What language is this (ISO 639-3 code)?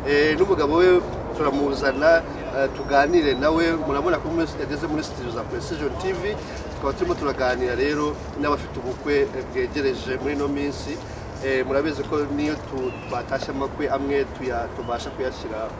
kin